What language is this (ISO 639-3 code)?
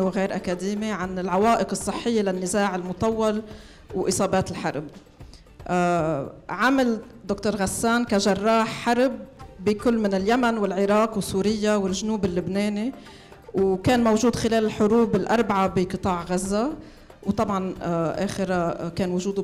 apc